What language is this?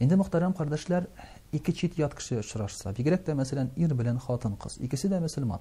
Tatar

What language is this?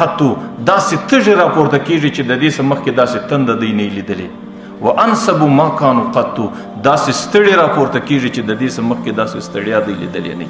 Pashto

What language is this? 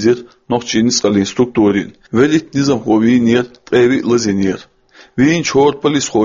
Chechen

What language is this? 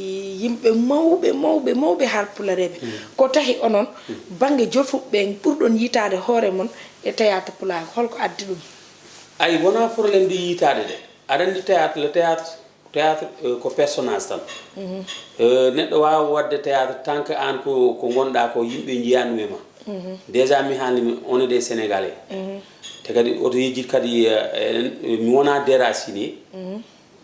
Fula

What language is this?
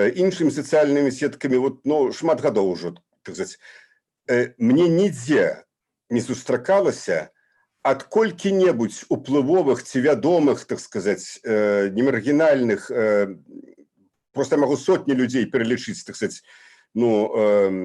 Belarusian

